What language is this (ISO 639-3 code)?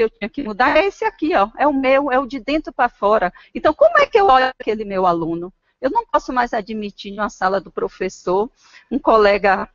por